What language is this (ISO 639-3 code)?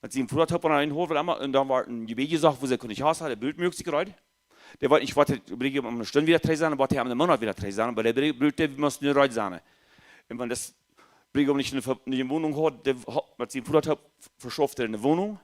pdt